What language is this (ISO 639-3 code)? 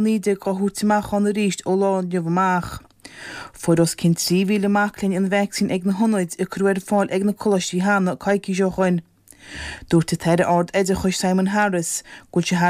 gle